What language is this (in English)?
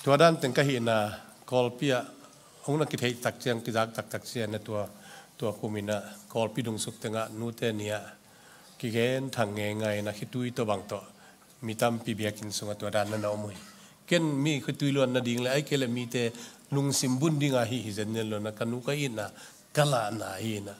Tedim Chin